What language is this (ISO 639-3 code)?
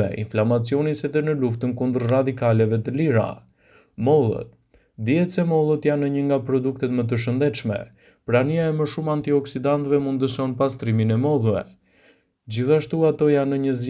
sqi